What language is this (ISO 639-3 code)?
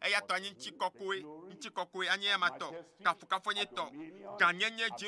ewe